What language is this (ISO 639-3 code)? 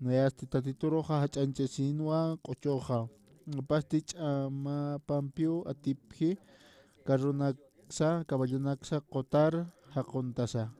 aym